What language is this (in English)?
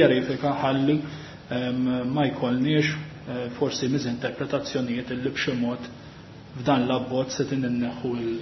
Maltese